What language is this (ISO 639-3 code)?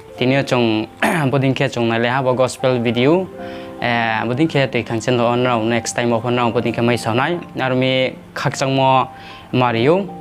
ria